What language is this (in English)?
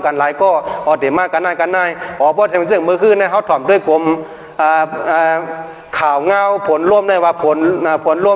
Shan